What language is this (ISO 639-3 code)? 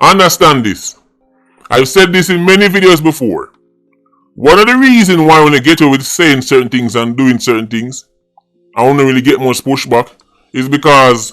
jam